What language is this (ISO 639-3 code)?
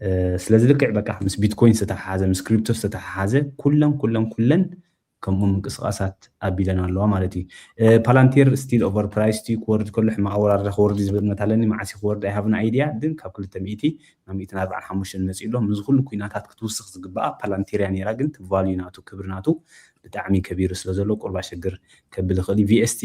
tir